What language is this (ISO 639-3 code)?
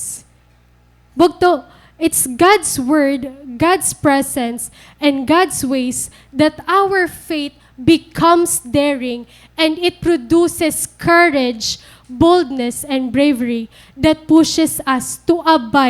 war